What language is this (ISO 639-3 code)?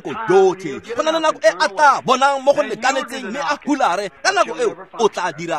tsn